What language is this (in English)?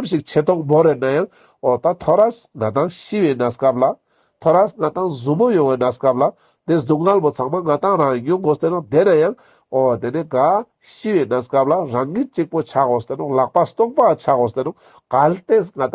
Ladakhi